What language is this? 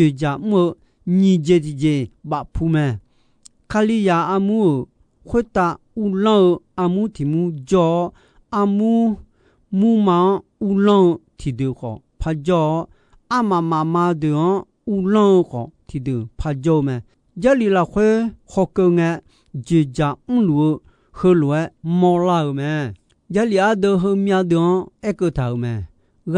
Akha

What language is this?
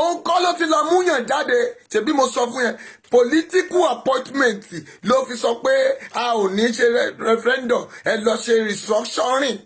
Yoruba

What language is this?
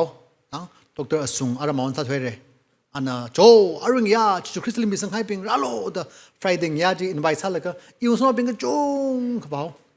Tangkhul Naga (India)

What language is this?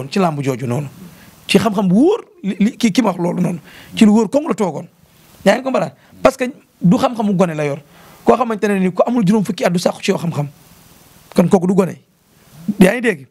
Wolof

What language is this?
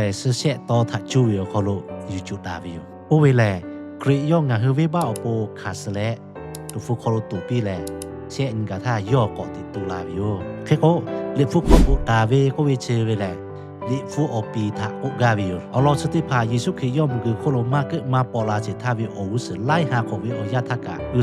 Lahu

